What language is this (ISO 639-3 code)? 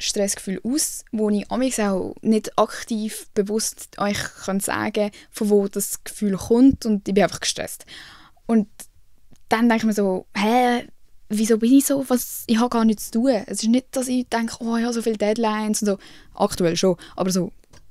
gsw